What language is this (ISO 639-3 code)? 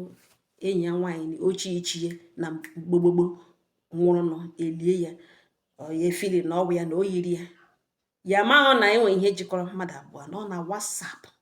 ibo